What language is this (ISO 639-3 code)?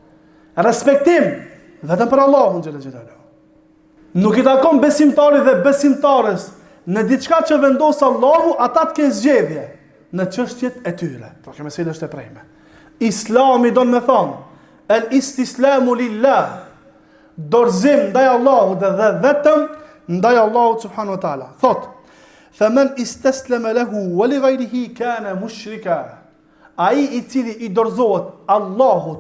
sqi